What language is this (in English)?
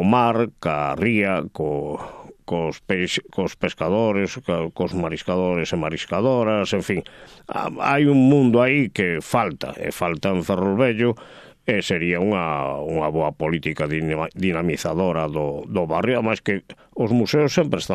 Galician